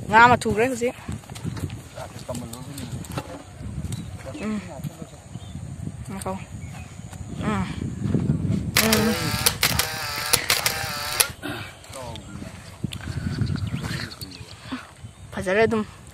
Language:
Malay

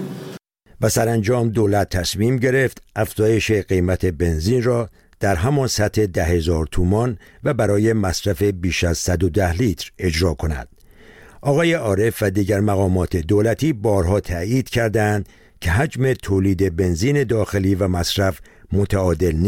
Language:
Persian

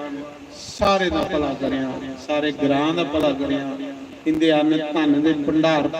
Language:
Dogri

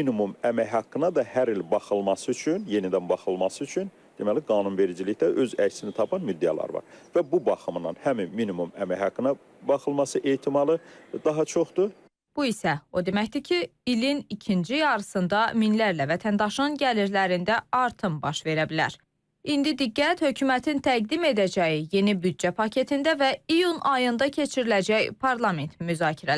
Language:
Azerbaijani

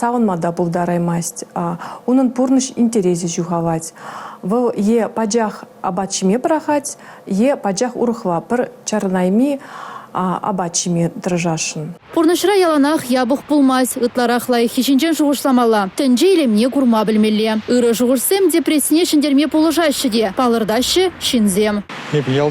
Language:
Chuvash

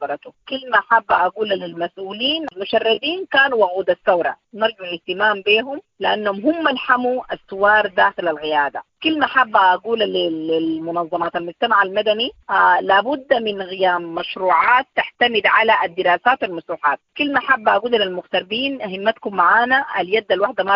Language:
Sudanese Arabic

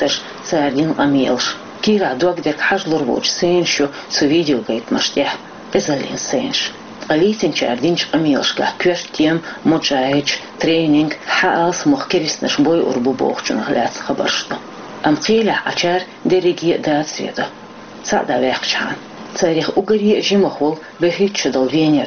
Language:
Chechen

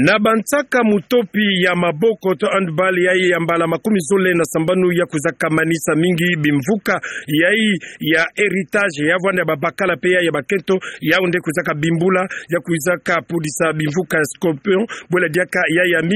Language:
Kituba (Democratic Republic of Congo)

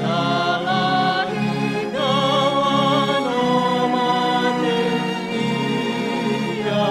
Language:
Nias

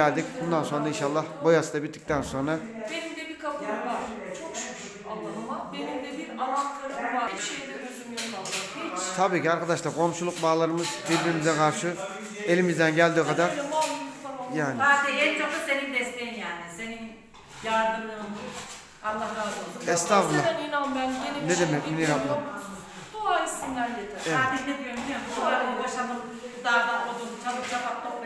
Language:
Turkish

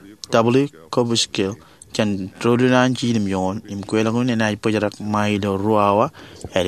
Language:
Marshallese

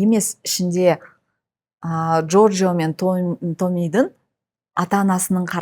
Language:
Kazakh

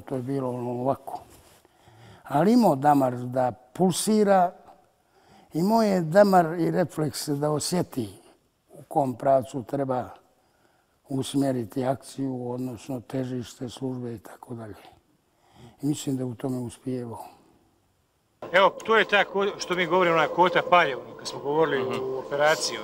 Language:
Bosnian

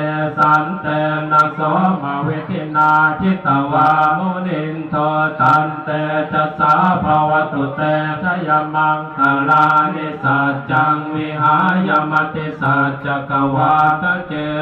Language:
Pali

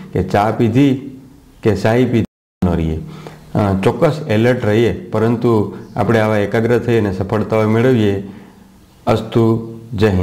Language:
Gujarati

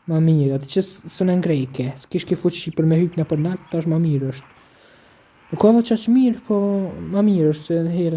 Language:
Albanian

